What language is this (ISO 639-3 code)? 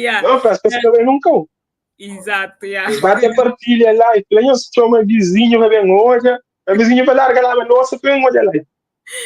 kea